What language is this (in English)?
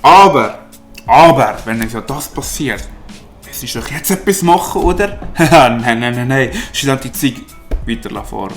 Swiss German